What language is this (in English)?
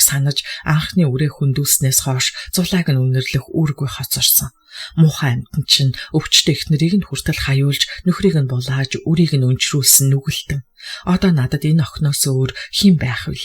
Mongolian